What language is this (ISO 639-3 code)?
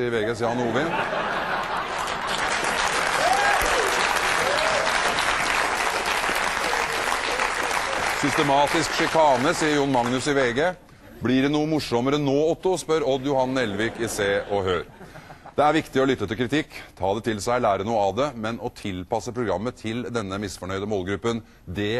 nor